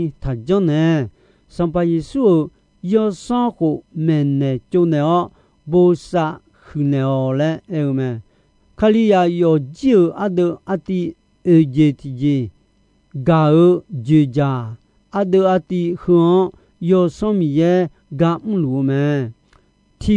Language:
Akha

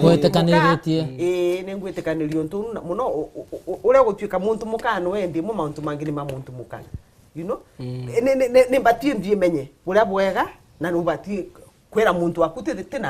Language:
Meru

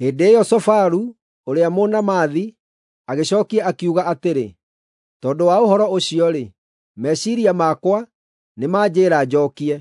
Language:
Kikuyu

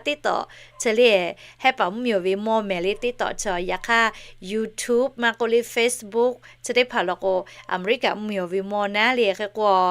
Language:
Lahu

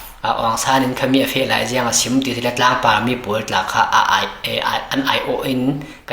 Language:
Falam Chin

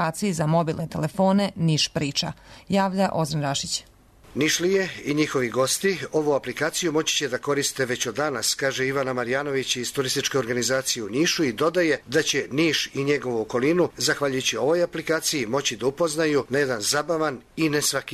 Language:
Serbian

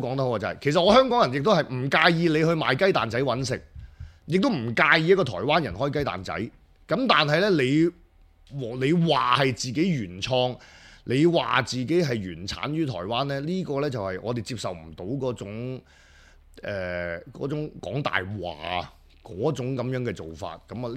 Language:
Cantonese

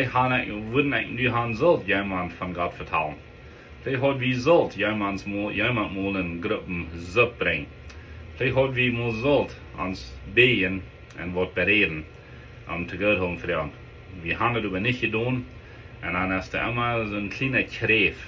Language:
Plautdietsch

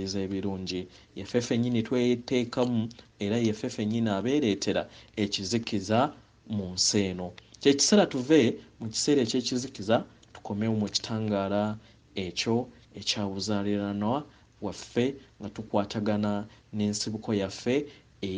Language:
Ganda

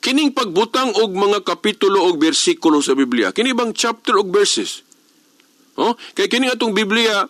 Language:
Cebuano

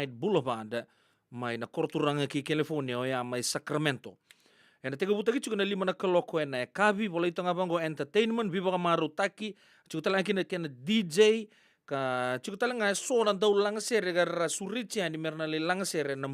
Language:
Fijian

